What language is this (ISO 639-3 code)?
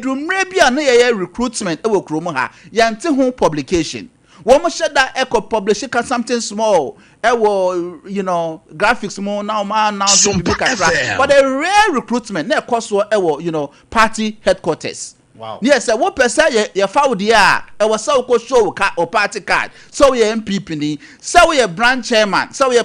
aka